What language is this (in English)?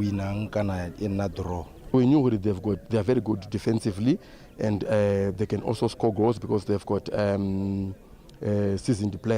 Tswana